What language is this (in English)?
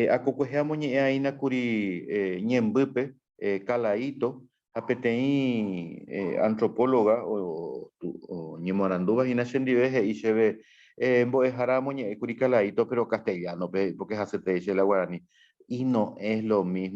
Guarani